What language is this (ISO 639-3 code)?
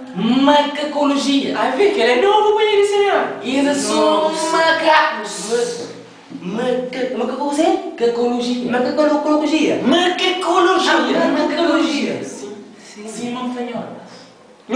kea